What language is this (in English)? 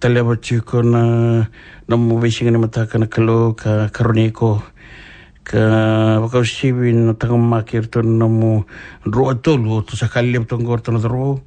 Fijian